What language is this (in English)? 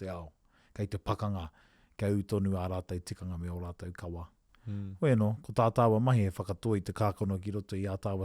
Māori